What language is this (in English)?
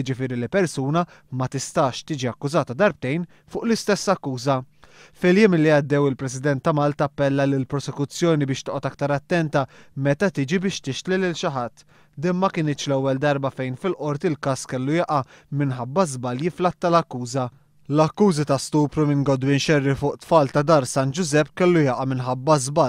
Maltese